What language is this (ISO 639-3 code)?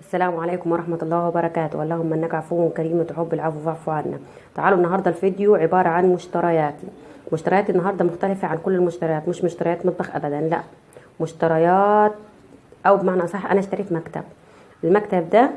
arz